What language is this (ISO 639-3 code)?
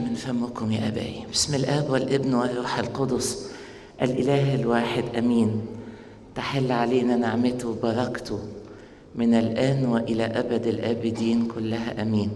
arz